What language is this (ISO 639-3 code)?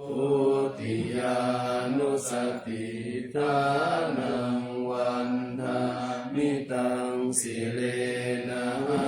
pli